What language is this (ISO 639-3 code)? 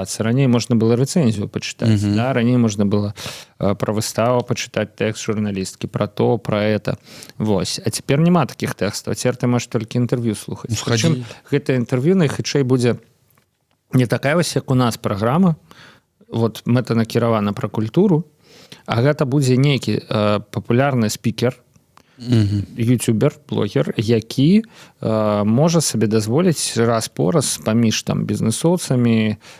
bel